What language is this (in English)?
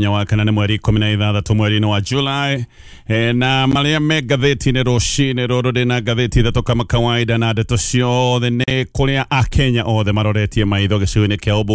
Kikuyu